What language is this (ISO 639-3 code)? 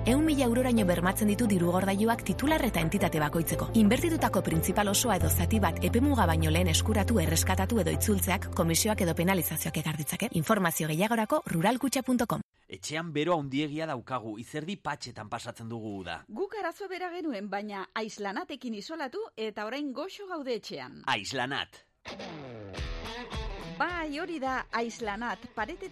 eus